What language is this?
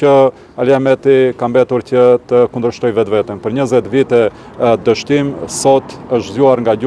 Albanian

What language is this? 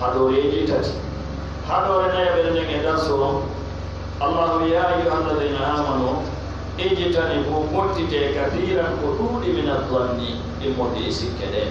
Fula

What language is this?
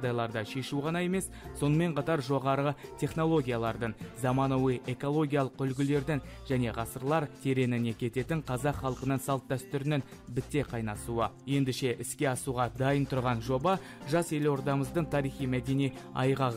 Kazakh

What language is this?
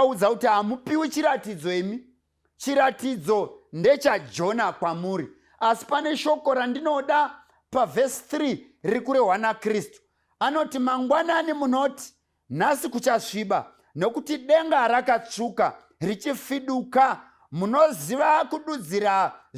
Shona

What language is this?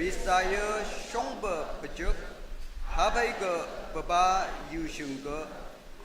Naga Pidgin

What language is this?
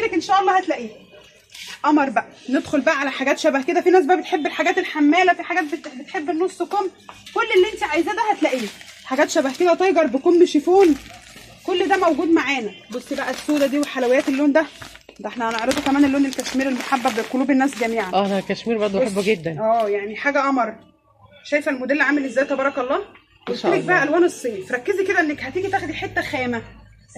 Egyptian Arabic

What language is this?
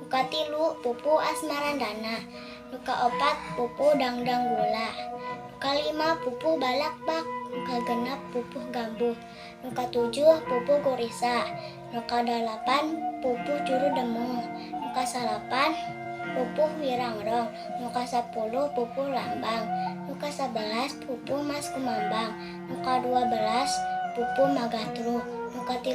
Sundanese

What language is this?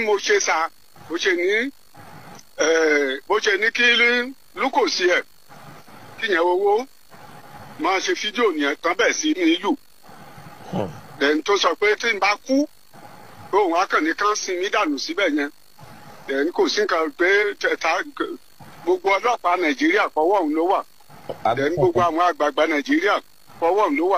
Yoruba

